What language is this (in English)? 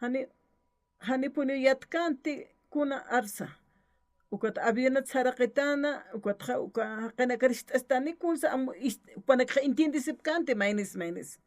Aymara